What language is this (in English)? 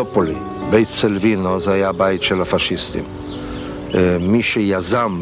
Hebrew